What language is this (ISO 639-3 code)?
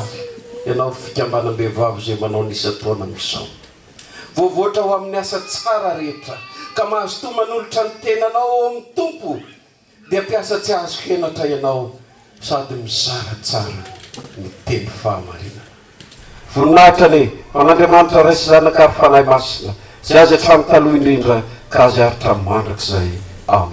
mlg